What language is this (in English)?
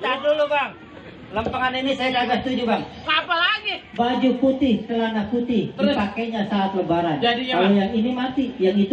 Betawi